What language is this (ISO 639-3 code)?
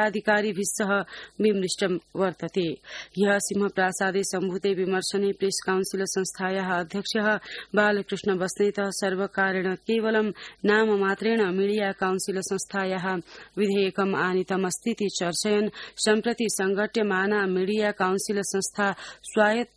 san